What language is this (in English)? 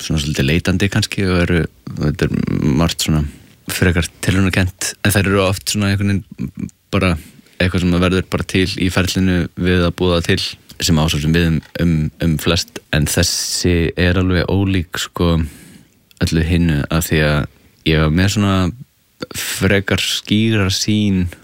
Icelandic